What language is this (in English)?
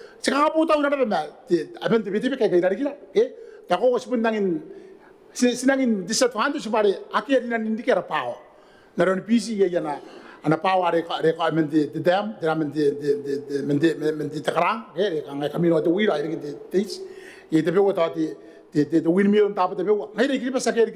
Gilbertese